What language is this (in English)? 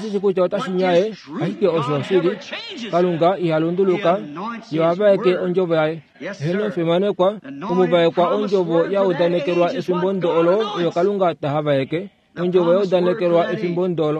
Kuanyama